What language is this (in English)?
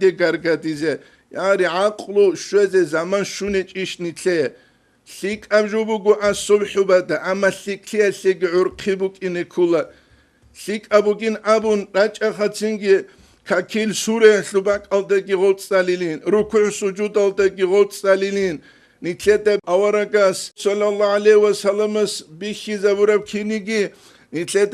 Avaric